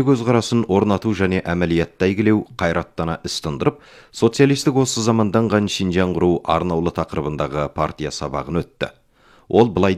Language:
Kazakh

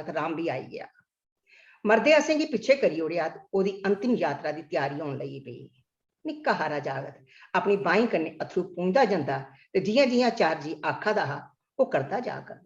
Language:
Dogri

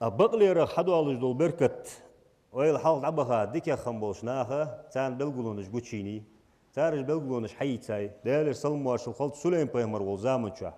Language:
Ingush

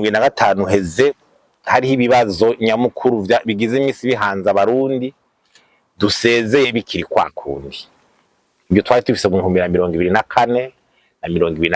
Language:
Rundi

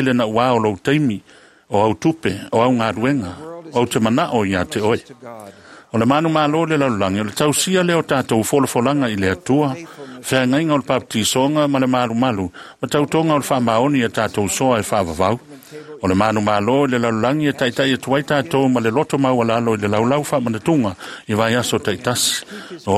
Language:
Samoan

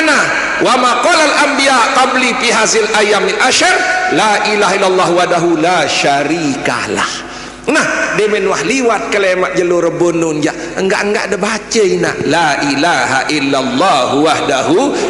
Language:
Sasak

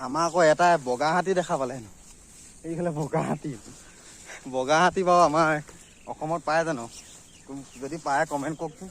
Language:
Assamese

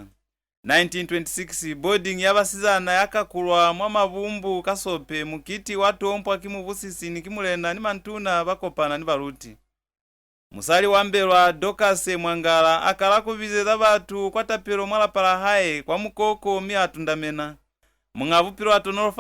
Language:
Lozi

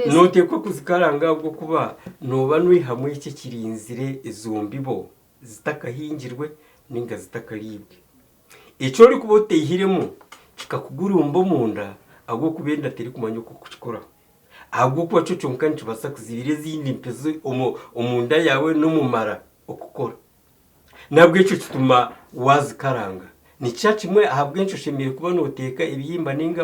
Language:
Nyankole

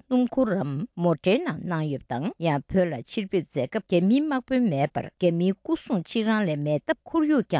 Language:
Tibetan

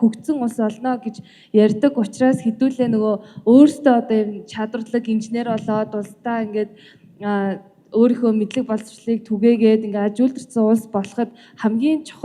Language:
Mongolian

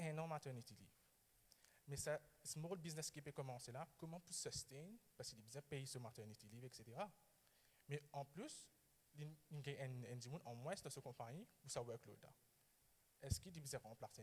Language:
Morisyen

